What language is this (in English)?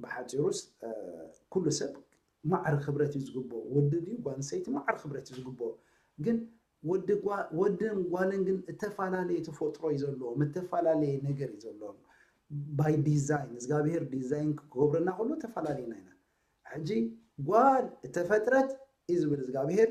Tigrinya